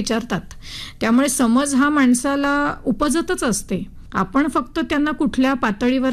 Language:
Marathi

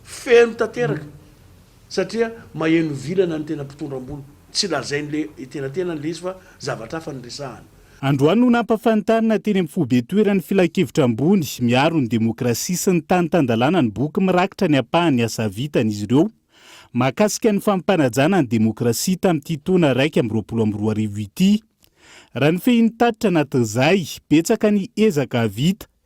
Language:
Malagasy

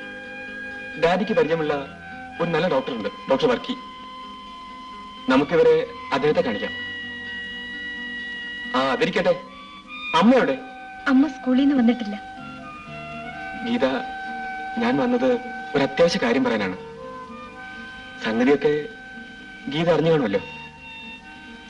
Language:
Malayalam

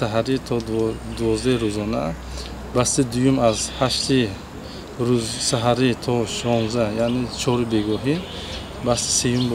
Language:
Tajik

